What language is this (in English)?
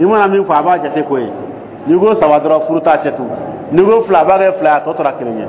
Dyula